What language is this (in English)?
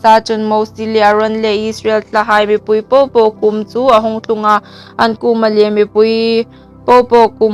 Hmar